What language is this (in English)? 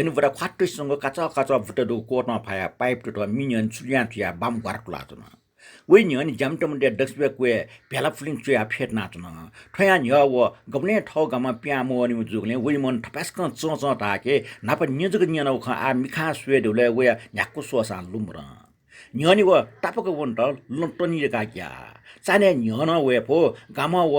Newari